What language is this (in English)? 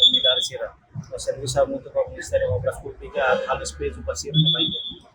Tetum